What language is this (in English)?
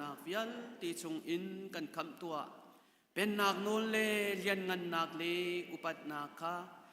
Hakha Chin